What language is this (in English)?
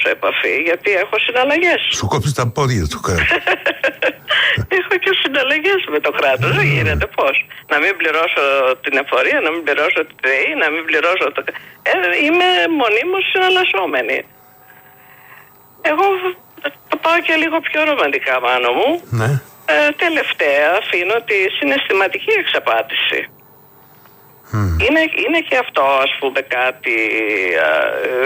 Greek